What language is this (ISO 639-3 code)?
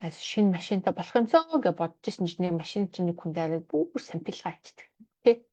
mon